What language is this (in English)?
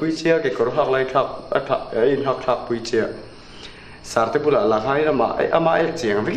Mizo